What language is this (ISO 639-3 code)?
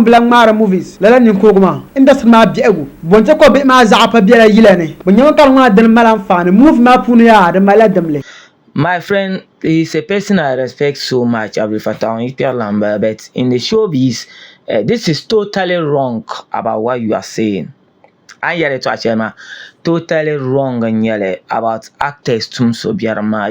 dag